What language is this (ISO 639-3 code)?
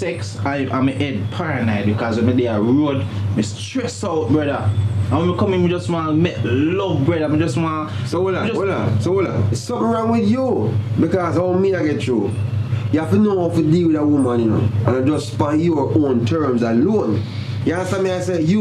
jam